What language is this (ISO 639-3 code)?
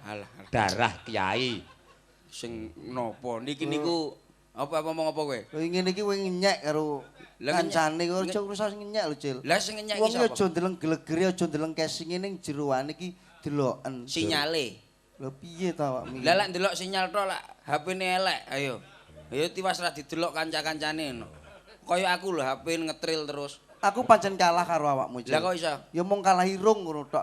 jav